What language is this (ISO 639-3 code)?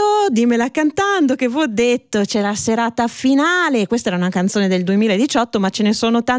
ita